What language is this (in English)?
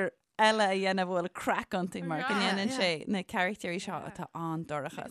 Irish